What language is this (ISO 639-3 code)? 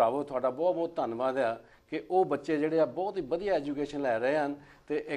pan